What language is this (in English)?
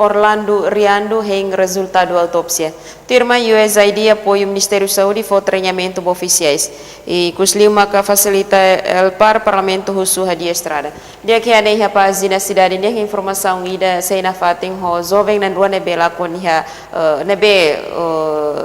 Tetum